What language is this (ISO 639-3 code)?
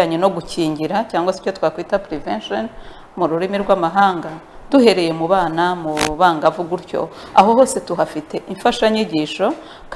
kin